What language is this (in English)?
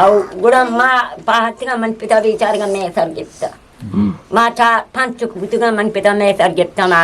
Eastern Balochi